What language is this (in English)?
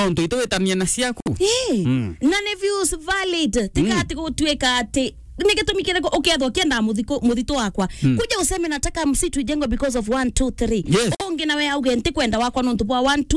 Meru